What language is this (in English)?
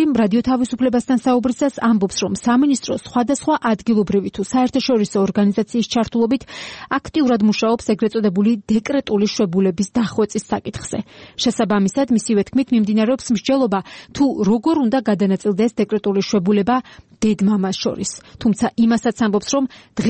Georgian